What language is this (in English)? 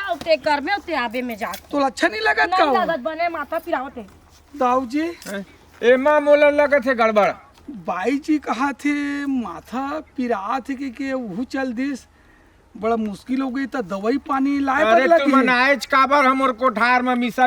Chhattisgarhi